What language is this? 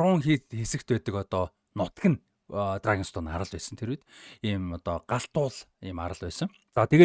Mongolian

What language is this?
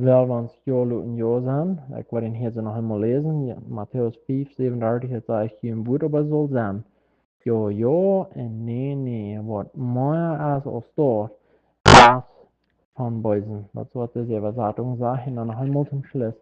Plautdietsch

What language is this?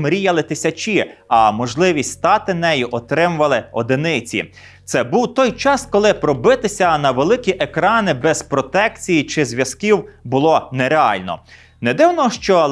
Ukrainian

